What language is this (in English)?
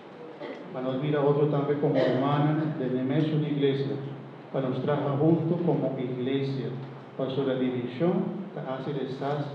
Papiamento